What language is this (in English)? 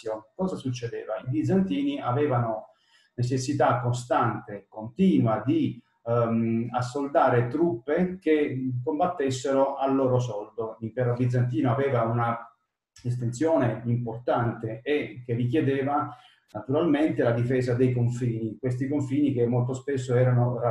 Italian